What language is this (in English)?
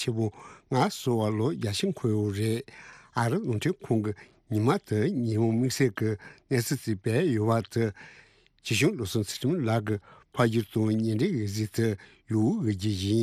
Tibetan